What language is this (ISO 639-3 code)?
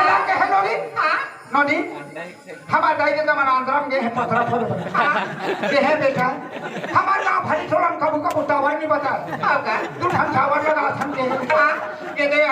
hne